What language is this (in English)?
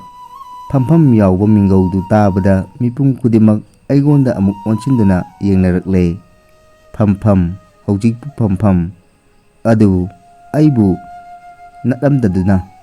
Manipuri